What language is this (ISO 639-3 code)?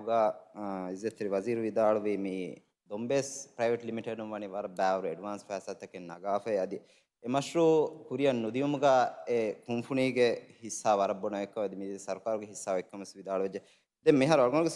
div